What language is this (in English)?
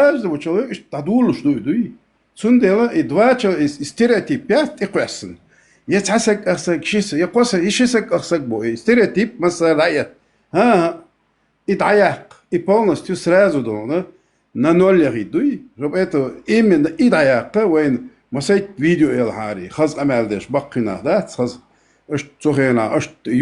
Chechen